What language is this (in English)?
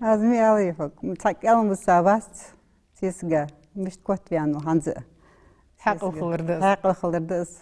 Ingush